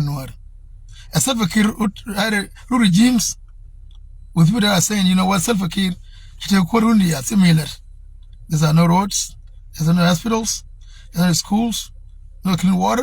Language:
Nuer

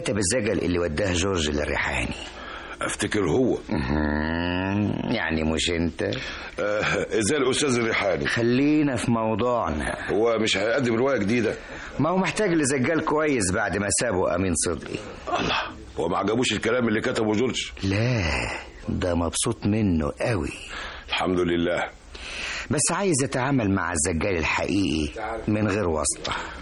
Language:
Egyptian Arabic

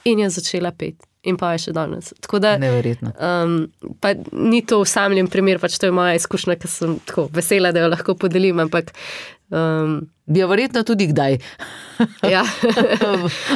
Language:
Slovenian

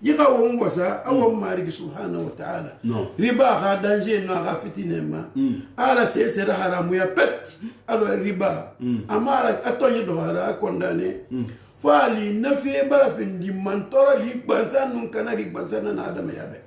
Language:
Susu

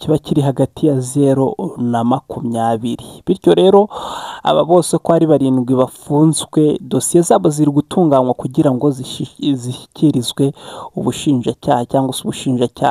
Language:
Kinyarwanda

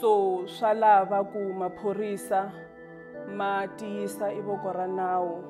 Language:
Tsonga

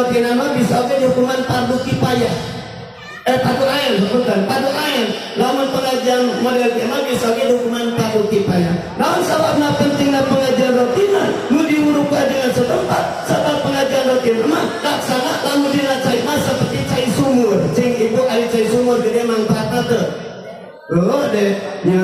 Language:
Sundanese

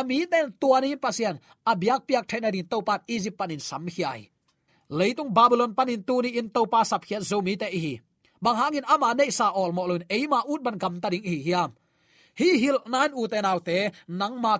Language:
Tedim Chin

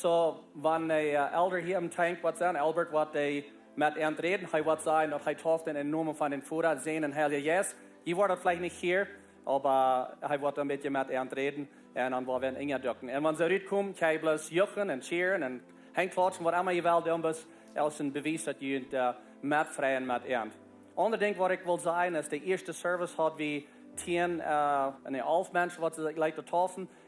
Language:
Plautdietsch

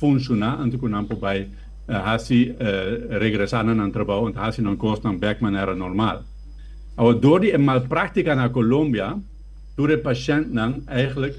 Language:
Papiamento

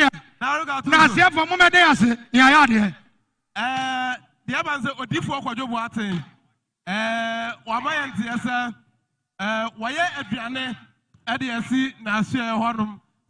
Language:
Akan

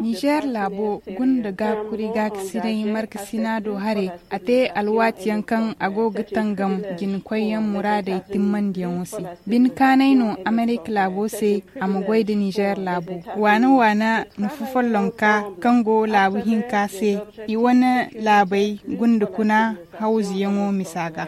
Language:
Zarma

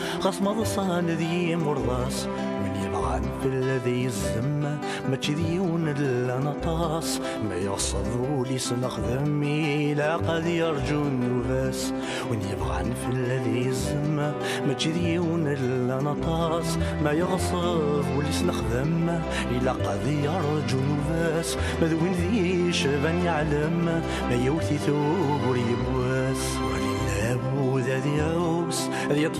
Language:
Kabyle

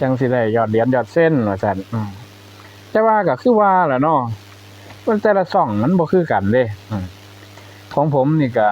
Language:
Northeastern Thai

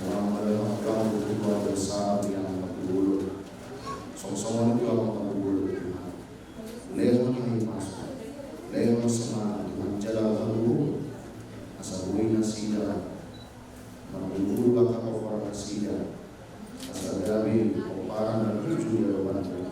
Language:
Batak Toba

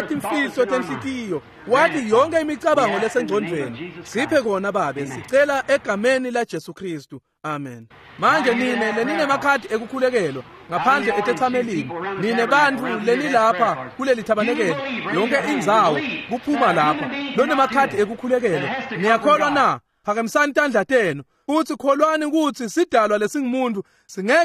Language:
Swati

